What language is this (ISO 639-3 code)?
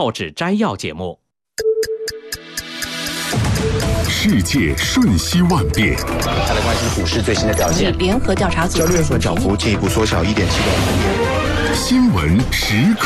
zho